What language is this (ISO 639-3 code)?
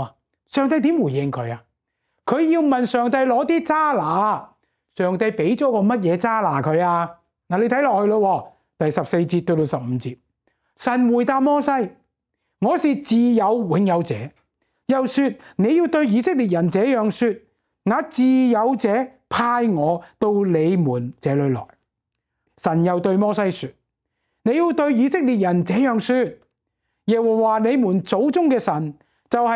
yue